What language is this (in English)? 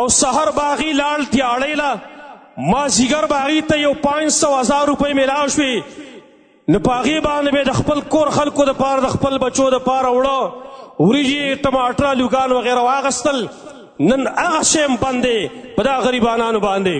Pashto